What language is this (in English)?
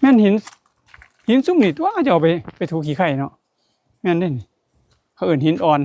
Northeastern Thai